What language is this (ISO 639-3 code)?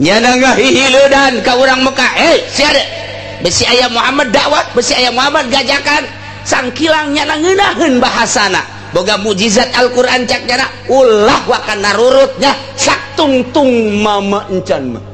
sun